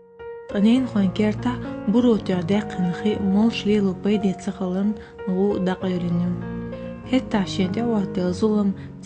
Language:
Chechen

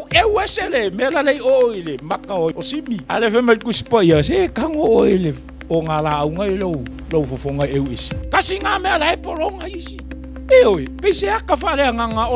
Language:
Samoan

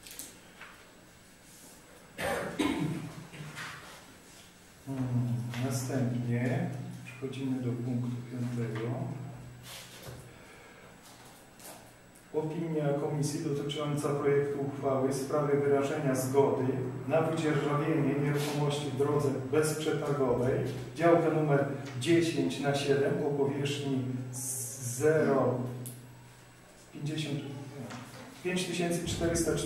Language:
Polish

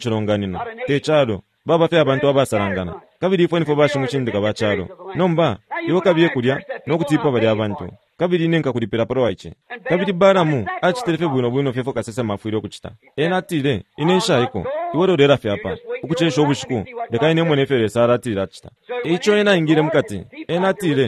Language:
Bemba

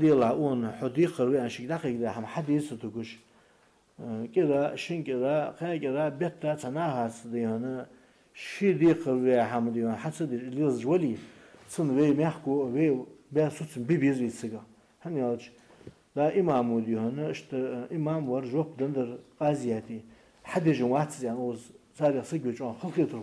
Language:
Ingush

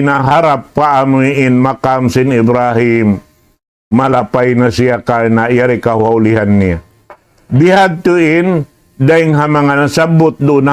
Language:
Tausug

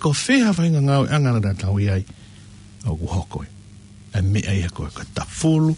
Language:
Tongan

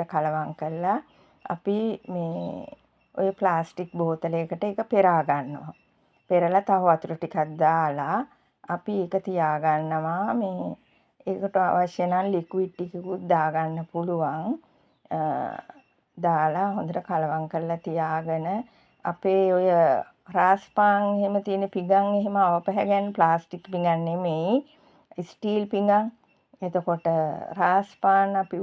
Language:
Sinhala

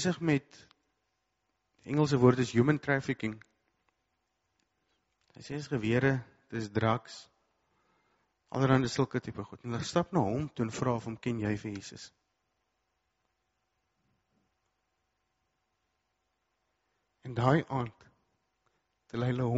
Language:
Afrikaans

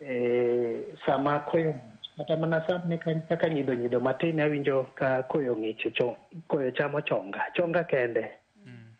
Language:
Luo (Kenya and Tanzania)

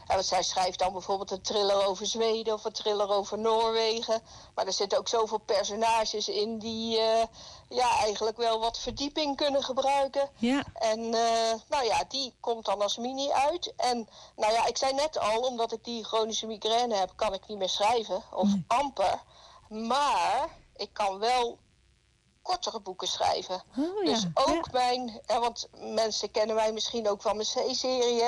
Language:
Dutch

